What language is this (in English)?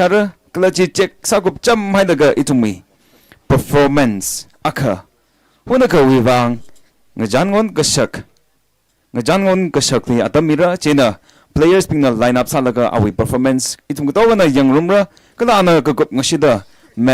Tangkhul Naga (India)